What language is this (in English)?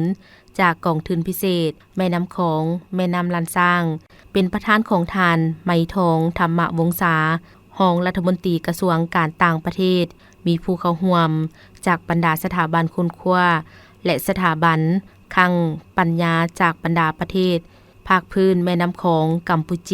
Lao